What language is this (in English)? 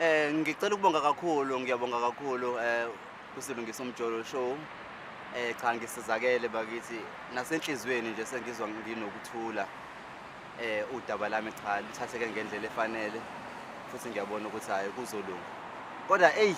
Zulu